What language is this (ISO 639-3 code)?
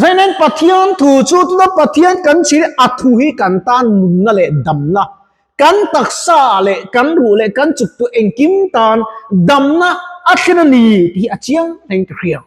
lus